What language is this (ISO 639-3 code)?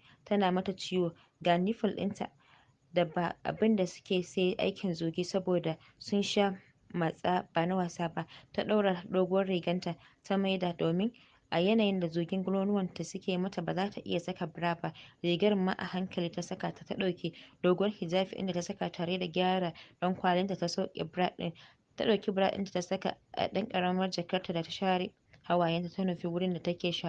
hau